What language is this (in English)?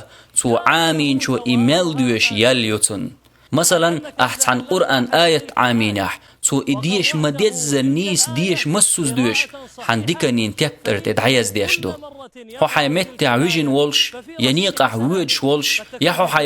Chechen